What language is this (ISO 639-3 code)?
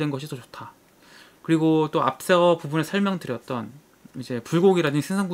kor